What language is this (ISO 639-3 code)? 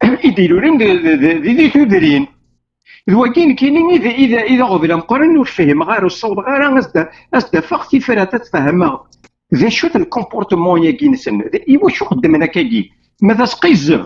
kab